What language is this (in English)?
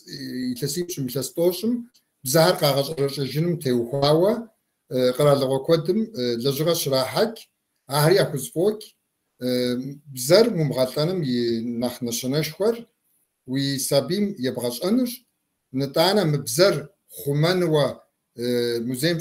Kabardian